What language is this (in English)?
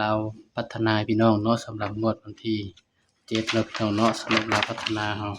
Northeastern Thai